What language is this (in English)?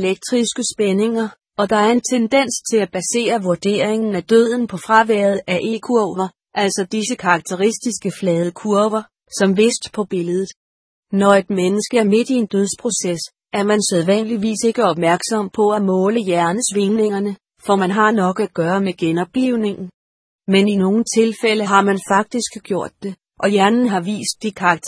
Danish